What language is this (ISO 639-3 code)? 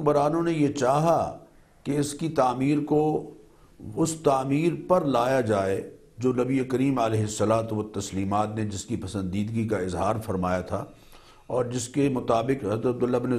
urd